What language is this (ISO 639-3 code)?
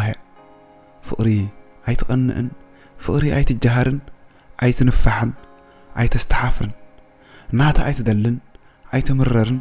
tir